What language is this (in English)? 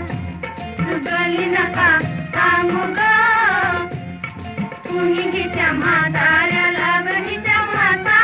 Marathi